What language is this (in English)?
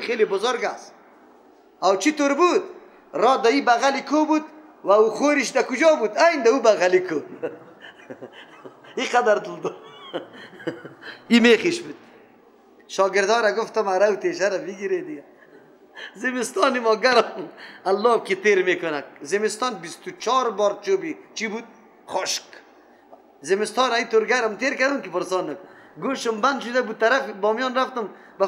Persian